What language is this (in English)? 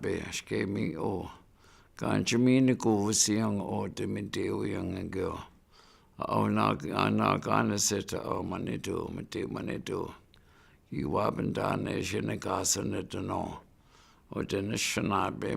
Chippewa